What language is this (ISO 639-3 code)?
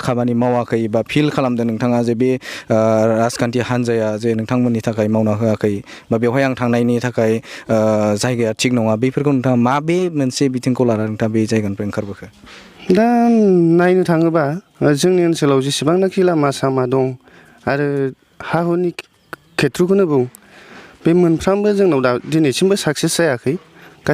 brx